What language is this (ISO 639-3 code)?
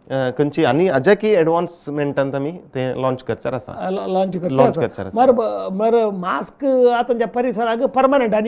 kok